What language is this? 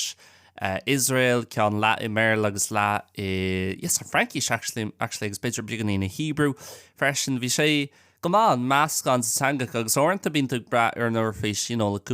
Irish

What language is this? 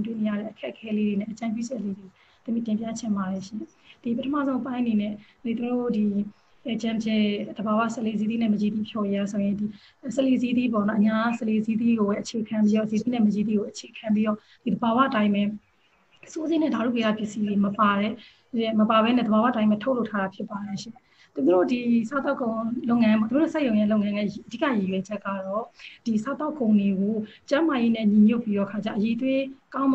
Burmese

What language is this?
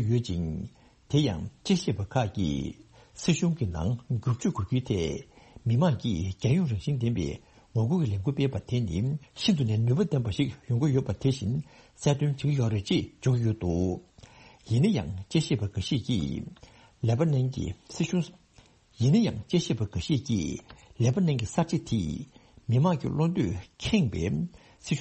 Tibetan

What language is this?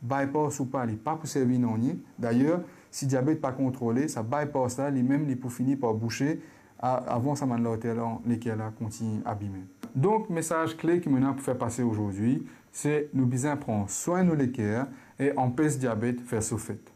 Morisyen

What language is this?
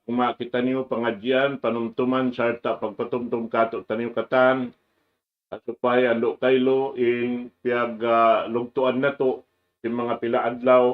Tausug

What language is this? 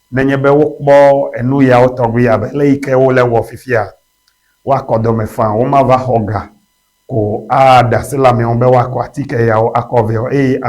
Ewe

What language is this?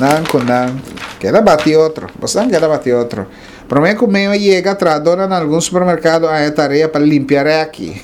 Papiamento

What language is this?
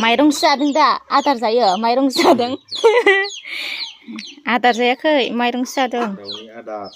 Bodo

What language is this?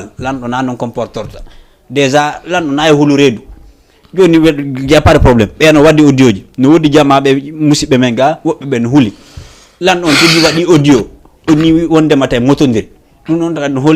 Fula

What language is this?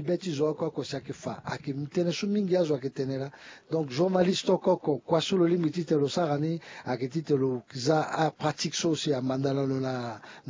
Sango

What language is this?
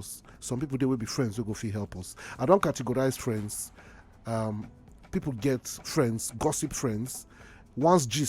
Nigerian Pidgin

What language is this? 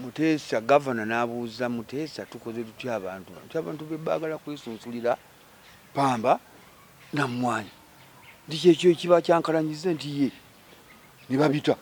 Ganda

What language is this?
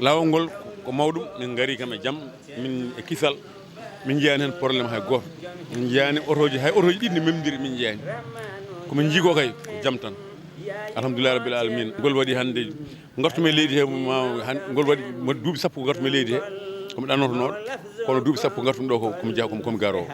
Fula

